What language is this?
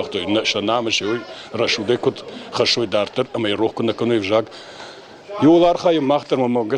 Ossetic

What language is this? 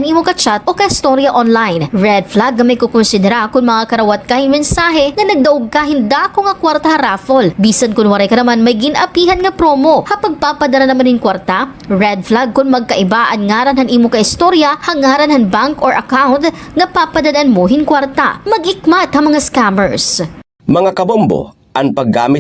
Waray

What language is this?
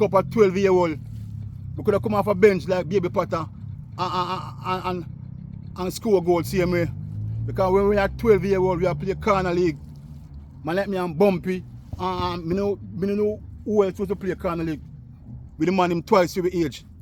Jamaican Creole English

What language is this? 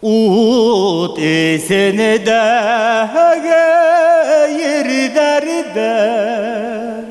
Bashkir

